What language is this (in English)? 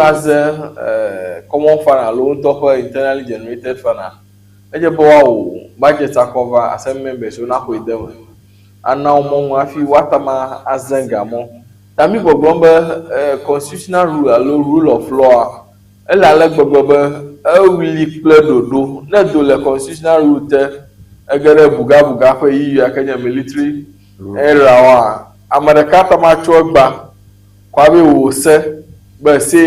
Ewe